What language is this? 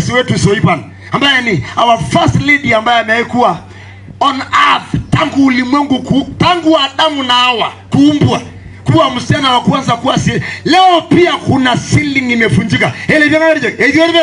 Masai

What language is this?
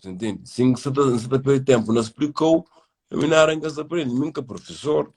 Kabuverdianu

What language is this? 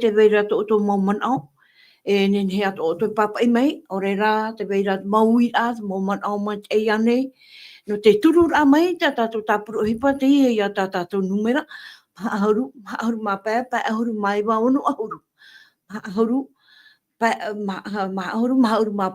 Tahitian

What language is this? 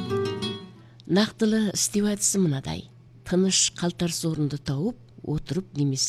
Kazakh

